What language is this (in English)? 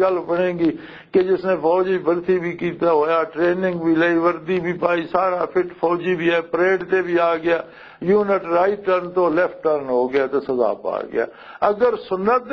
Western Panjabi